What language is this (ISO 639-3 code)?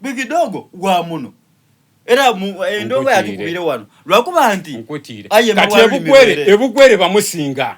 xog